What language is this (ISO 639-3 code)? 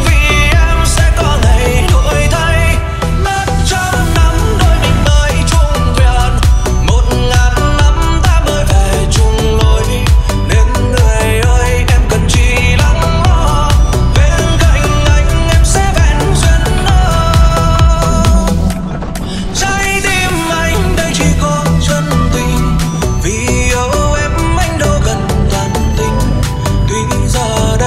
vie